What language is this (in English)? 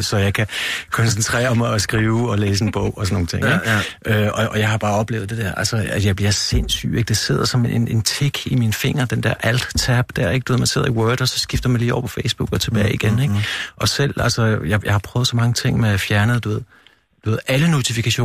Danish